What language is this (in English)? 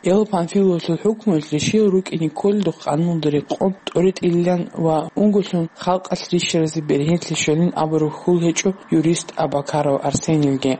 Avaric